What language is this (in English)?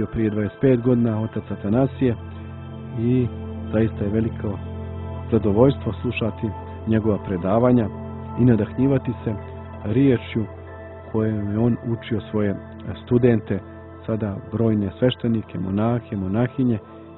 Serbian